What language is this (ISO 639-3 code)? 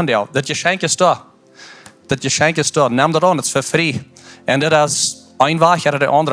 pdt